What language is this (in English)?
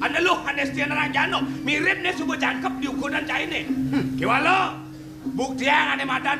Balinese